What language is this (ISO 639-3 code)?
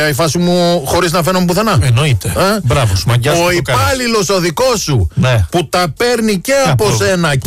ell